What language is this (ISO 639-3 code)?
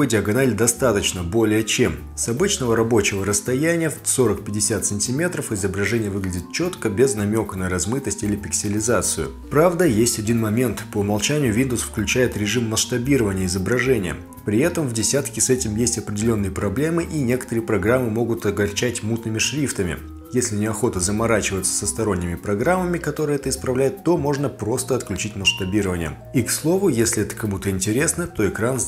rus